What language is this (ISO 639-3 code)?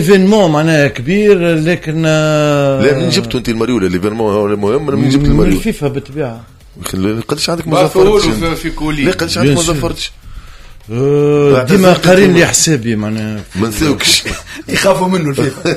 aeb